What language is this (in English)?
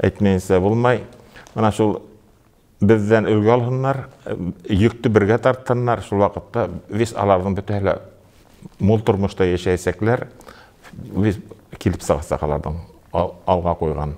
Bashkir